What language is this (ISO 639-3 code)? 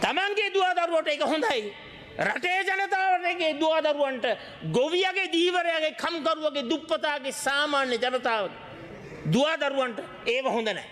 sin